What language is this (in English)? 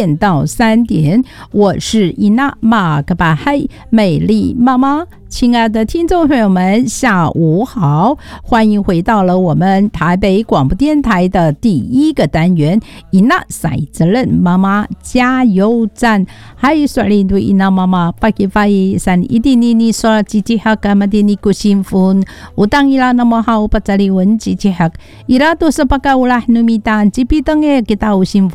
Chinese